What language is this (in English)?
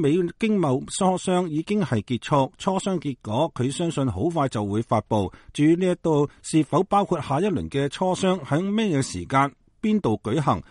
Cantonese